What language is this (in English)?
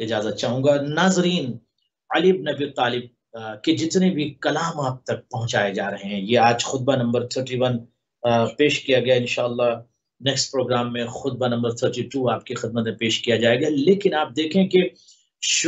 Urdu